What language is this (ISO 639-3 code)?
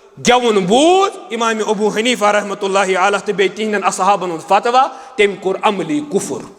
kas